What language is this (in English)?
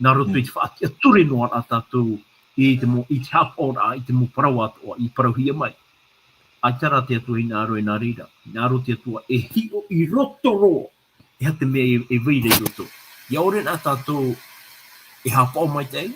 Tahitian